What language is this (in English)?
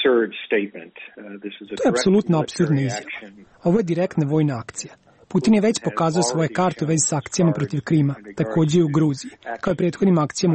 Croatian